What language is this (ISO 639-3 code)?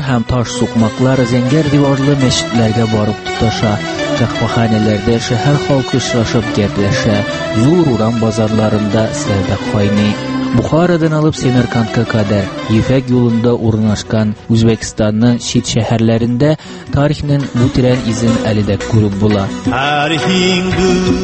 tat